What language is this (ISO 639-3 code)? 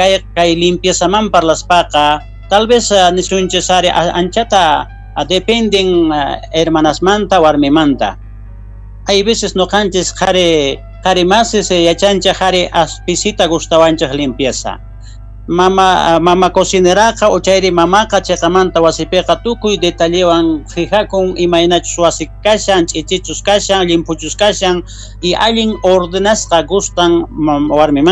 quh